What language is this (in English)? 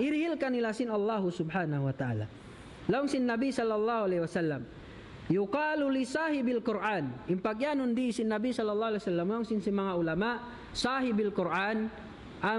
Tausug